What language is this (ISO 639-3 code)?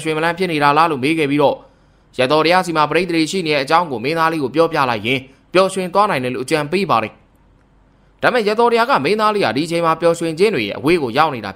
mya